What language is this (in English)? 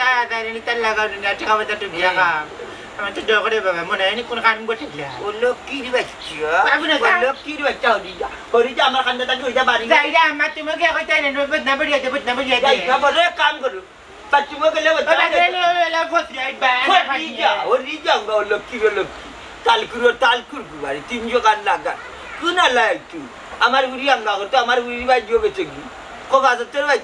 Sylheti